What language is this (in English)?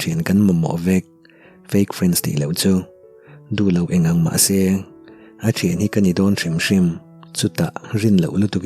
Mizo